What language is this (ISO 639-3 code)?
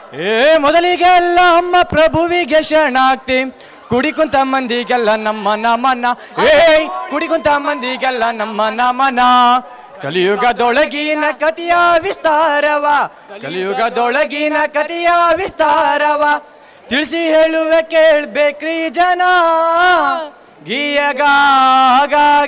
kan